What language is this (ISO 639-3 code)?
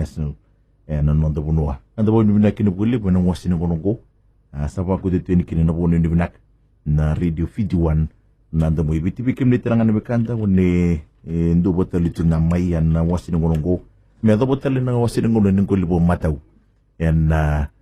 fij